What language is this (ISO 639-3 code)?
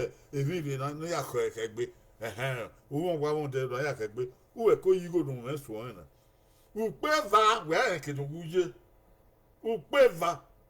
bin